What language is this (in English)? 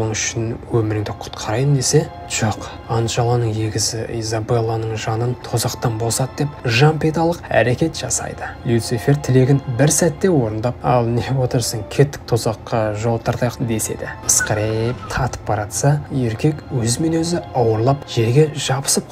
Kazakh